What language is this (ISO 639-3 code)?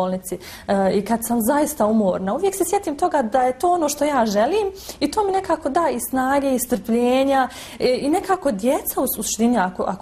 bos